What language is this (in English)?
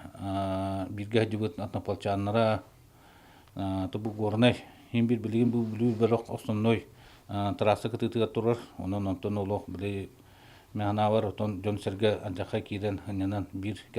Yakut